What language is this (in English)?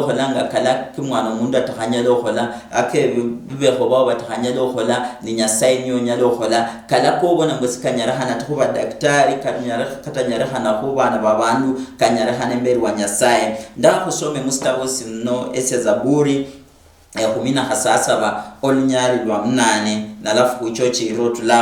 Luyia